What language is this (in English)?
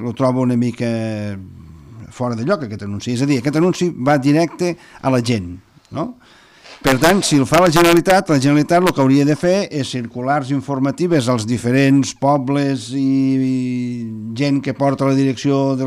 Catalan